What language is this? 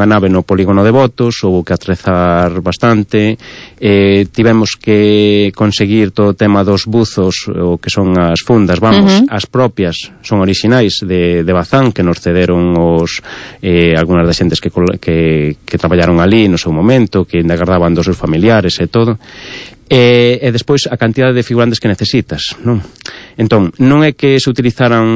Galician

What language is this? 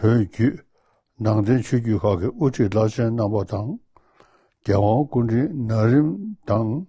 Tibetan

